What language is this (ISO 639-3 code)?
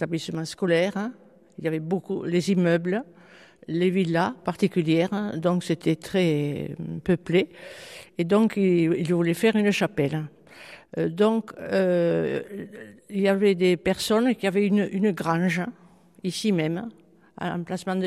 fra